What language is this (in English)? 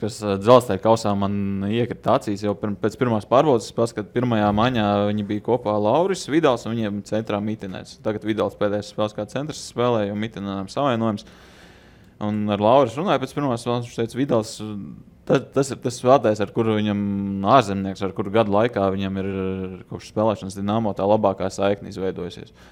Latvian